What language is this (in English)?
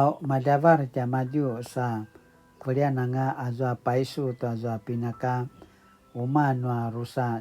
Paiwan